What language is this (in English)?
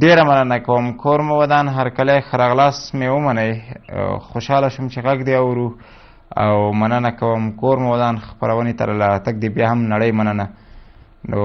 Pashto